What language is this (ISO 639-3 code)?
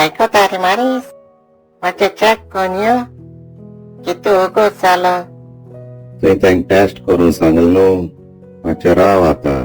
kok